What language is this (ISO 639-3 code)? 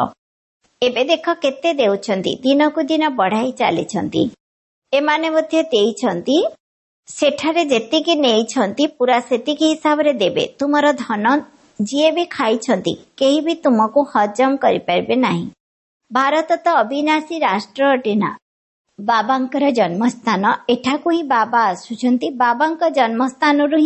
ori